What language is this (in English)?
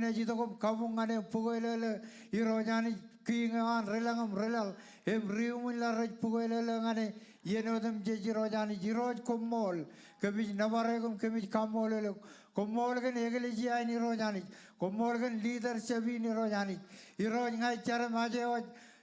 Marshallese